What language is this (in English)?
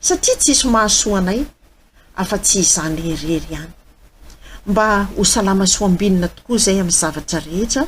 Malagasy